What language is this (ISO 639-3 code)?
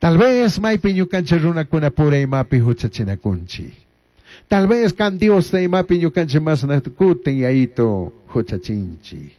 qug